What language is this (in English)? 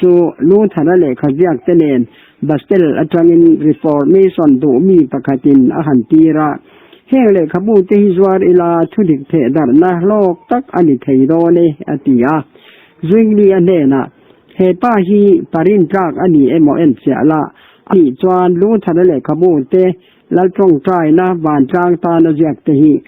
Mizo